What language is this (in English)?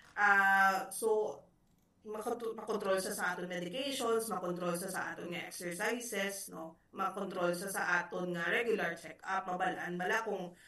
Hiligaynon